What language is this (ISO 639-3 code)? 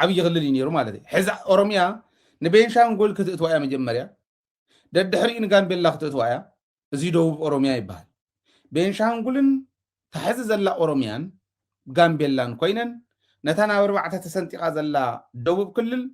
tir